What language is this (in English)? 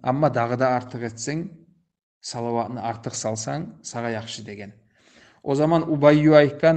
Kumyk